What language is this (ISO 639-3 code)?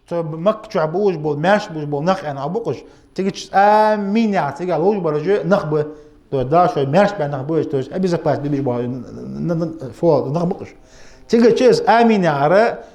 inh